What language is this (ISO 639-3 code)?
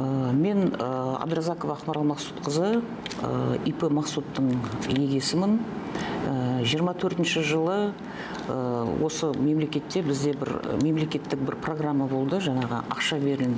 kaz